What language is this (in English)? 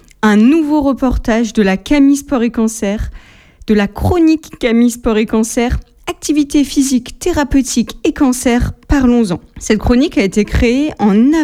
French